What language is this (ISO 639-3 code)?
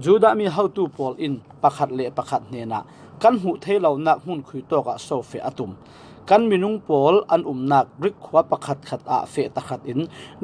cfm